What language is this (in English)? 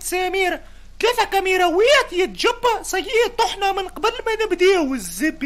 Tunisian Arabic